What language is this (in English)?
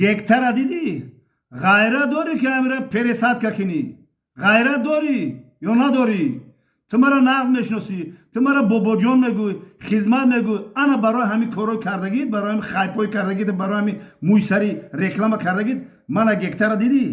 Tajik